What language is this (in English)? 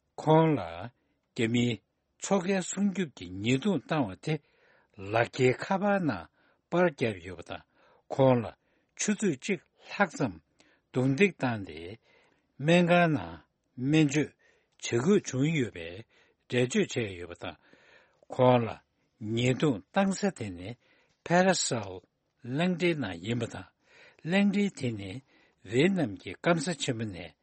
Tibetan